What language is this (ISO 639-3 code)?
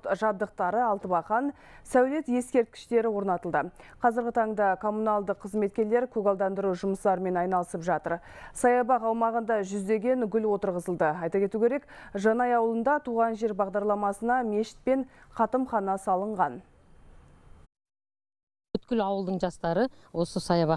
kaz